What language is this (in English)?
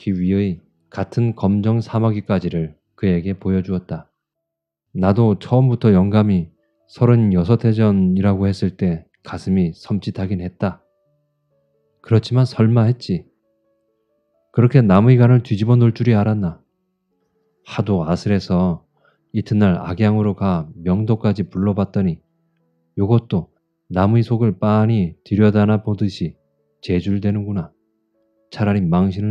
Korean